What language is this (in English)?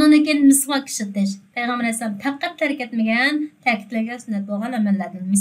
Uyghur